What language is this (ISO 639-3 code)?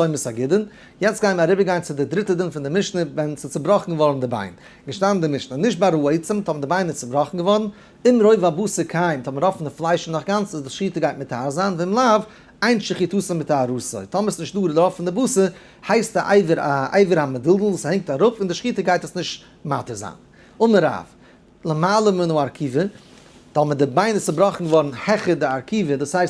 yid